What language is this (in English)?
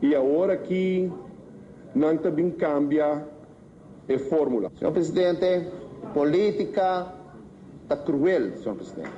Papiamento